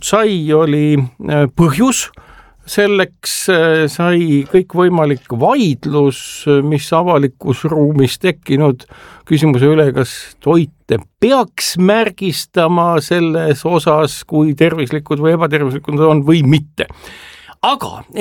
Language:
Estonian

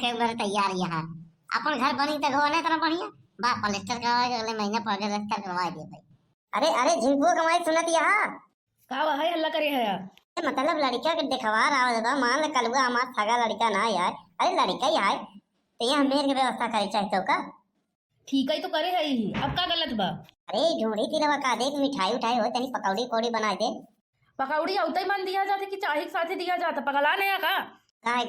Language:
Awadhi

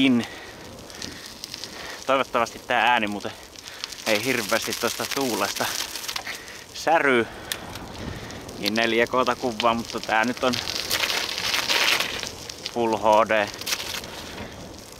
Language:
Finnish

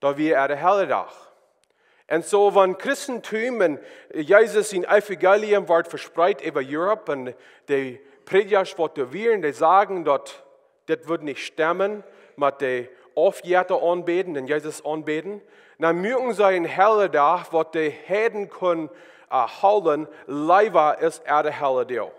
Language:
Plautdietsch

